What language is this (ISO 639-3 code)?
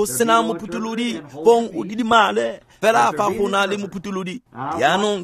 tsn